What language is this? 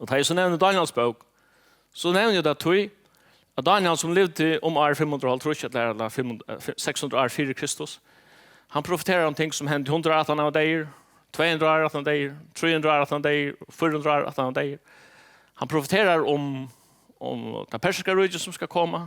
Faroese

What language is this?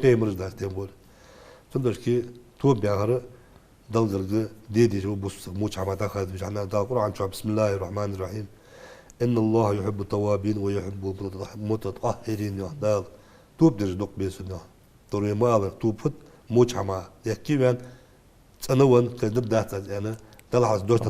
Ingush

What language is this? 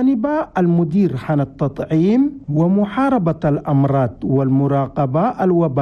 Chadian Arabic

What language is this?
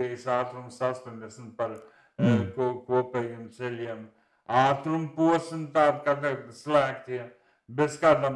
Latvian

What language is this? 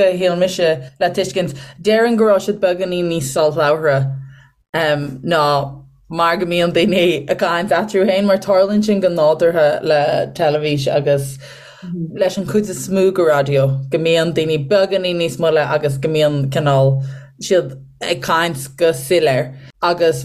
Irish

